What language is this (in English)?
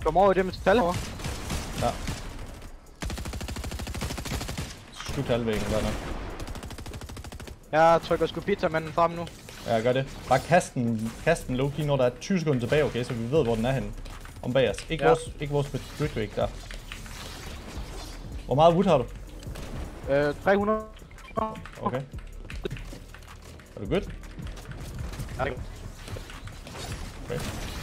Danish